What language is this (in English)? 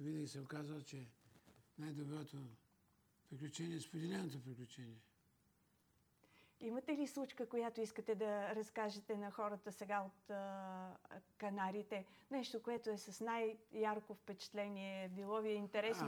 Bulgarian